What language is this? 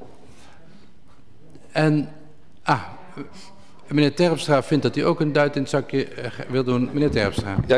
Dutch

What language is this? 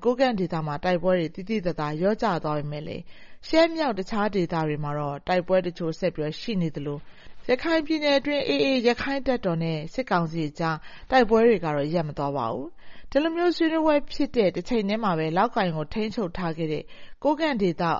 Burmese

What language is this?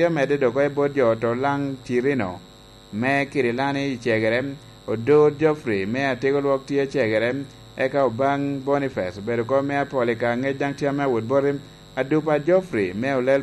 Lango (Uganda)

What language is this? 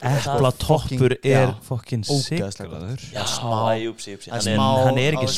Icelandic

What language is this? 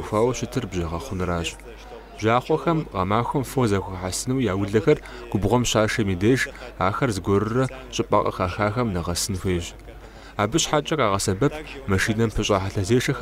Kabardian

